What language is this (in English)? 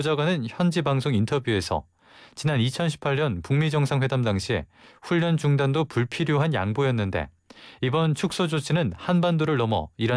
Korean